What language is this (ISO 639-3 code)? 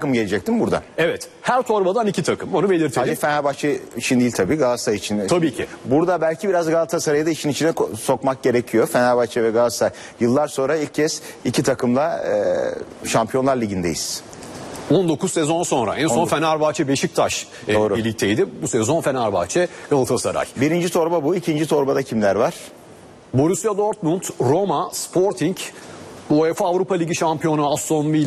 tur